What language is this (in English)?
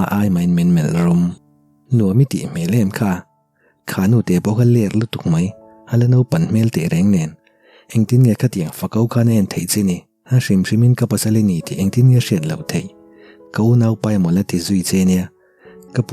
Mizo